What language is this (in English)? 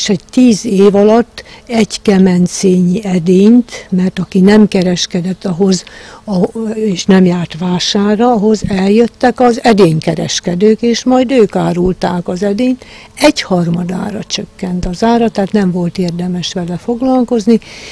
Hungarian